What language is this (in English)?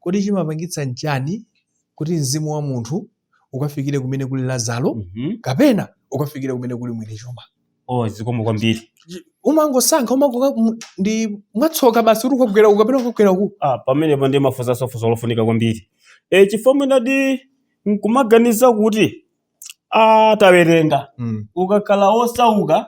Nyanja